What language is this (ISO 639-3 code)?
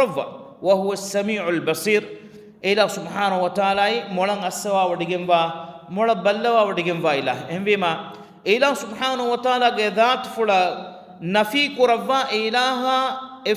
div